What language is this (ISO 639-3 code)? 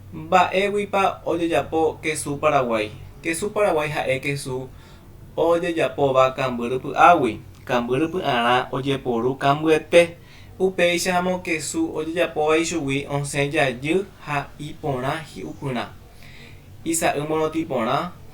grn